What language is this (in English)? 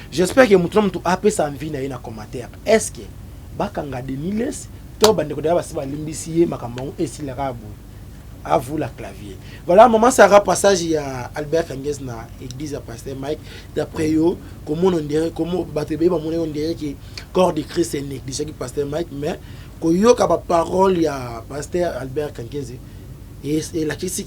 Lingala